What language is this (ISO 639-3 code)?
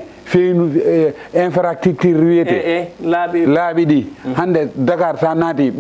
ful